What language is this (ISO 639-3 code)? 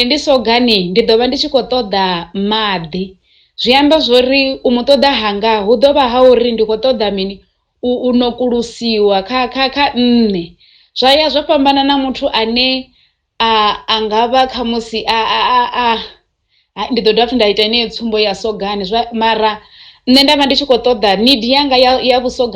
ven